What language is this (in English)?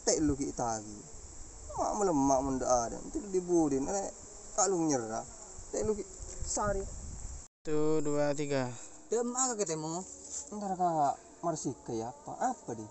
Madurese